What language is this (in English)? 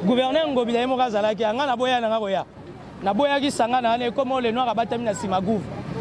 Lingala